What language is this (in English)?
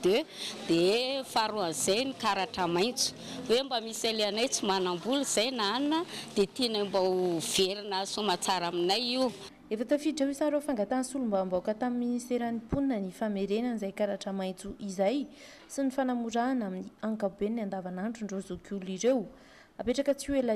Malagasy